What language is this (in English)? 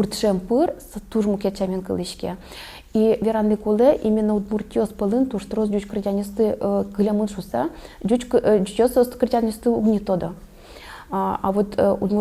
Udmurt